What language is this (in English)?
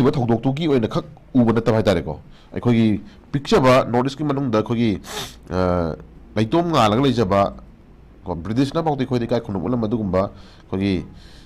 Manipuri